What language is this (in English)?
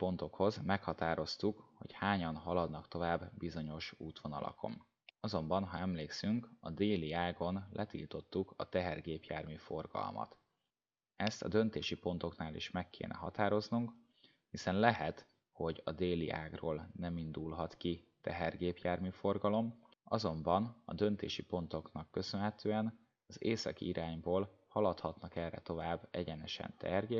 Hungarian